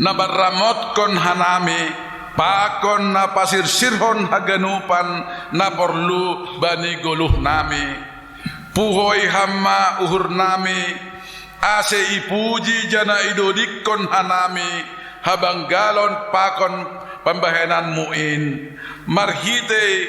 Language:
Batak Simalungun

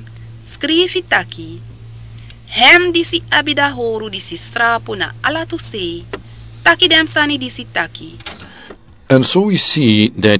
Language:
Sranan Tongo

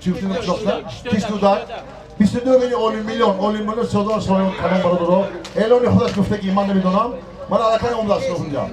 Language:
Tajik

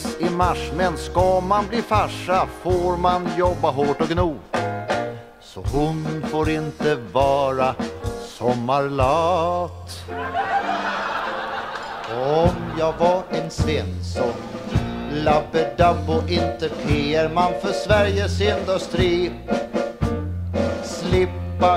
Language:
Swedish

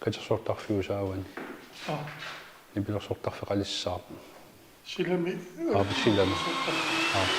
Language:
Kalaallisut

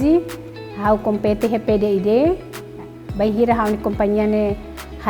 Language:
Tetum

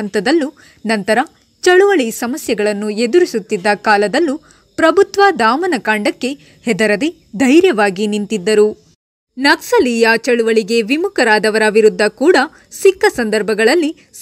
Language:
Kannada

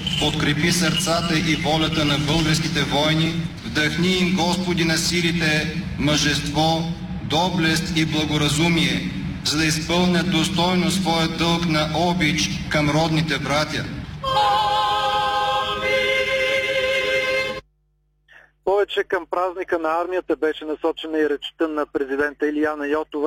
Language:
Bulgarian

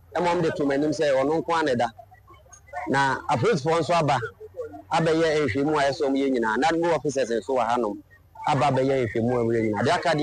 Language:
Akan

